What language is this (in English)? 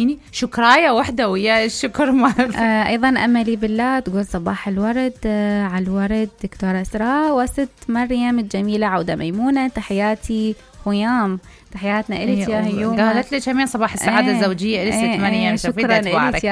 Mesopotamian Arabic